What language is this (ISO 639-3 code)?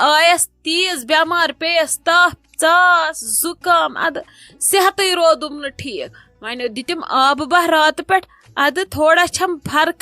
kas